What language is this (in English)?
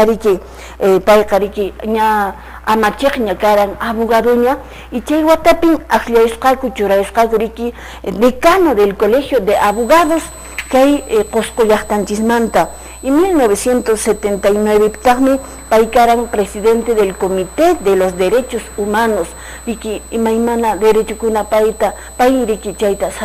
Quechua